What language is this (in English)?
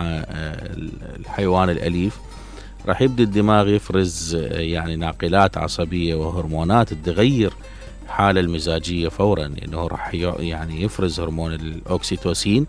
Mesopotamian Arabic